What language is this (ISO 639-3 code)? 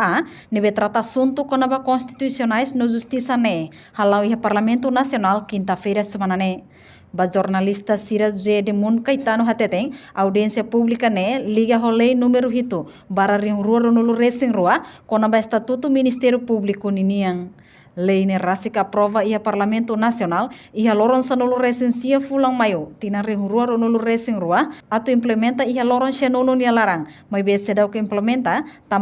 tet